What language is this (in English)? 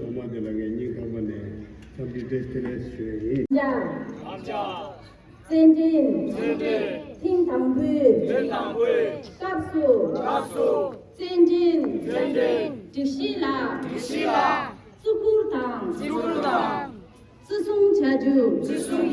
Tibetan